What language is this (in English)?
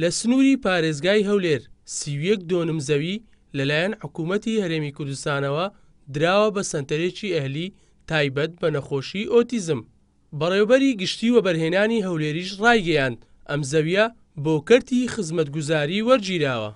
Central Kurdish